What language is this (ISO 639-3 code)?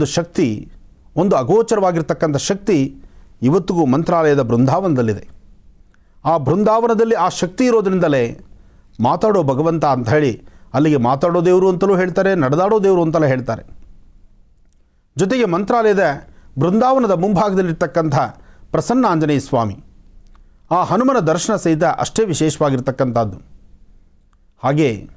kan